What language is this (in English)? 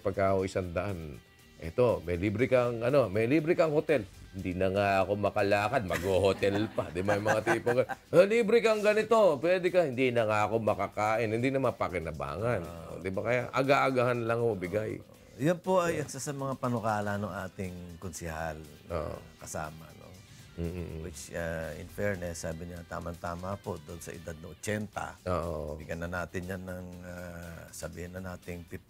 Filipino